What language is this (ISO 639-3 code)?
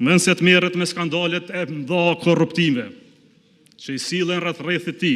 sqi